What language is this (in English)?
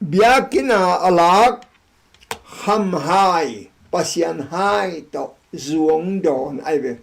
Tedim Chin